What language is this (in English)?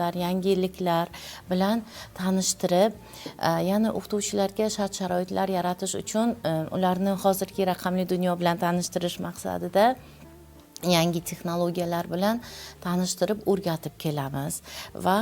Uzbek